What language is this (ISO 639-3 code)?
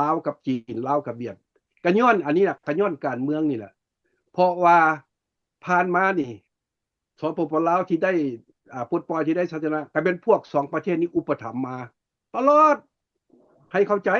lao